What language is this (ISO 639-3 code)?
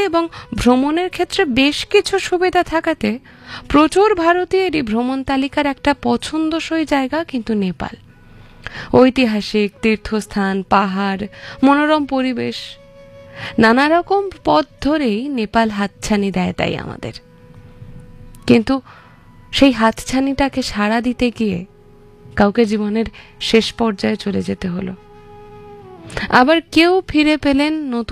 ben